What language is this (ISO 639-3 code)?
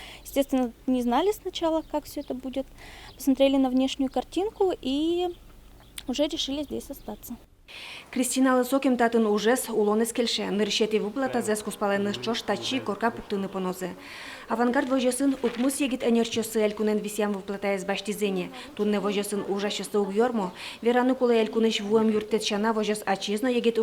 udm